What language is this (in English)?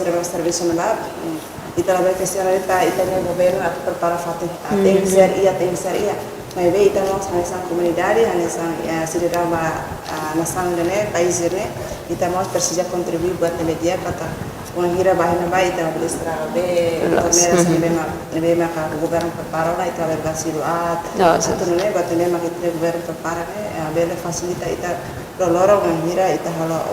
Tetum